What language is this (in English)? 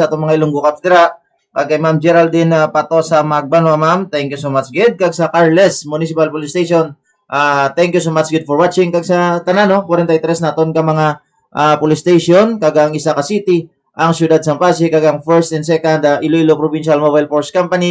Hiligaynon